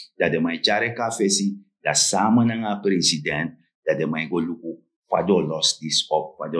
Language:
Sranan Tongo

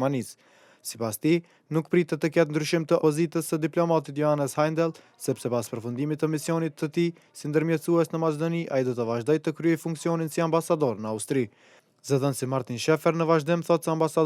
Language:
Albanian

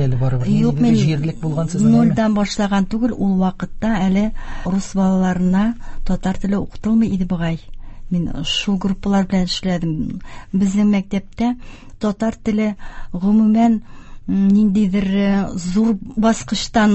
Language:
Tatar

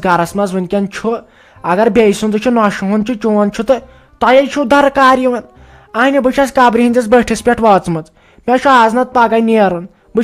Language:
Kashmiri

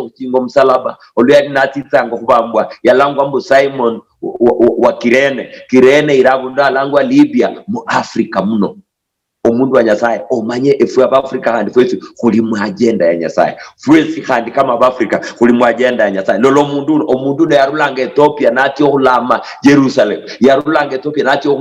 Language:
Luyia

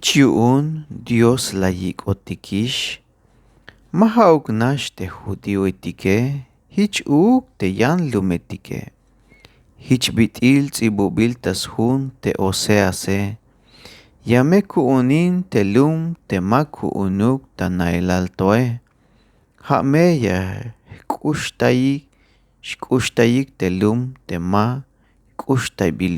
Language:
Tzeltal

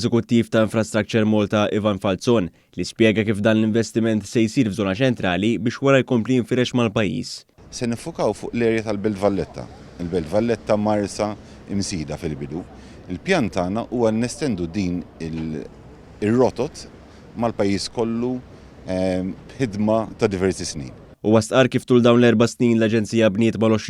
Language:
Maltese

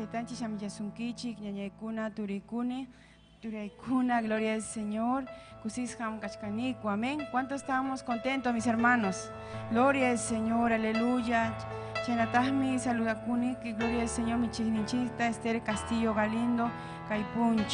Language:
Ayacucho Quechua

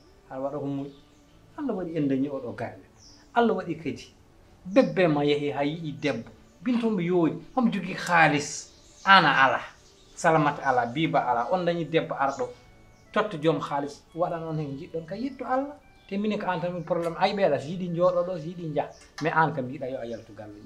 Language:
Fula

